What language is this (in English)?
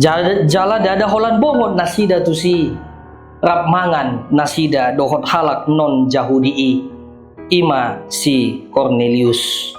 Batak Toba